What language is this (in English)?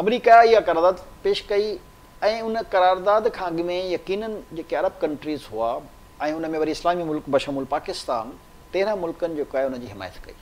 Sindhi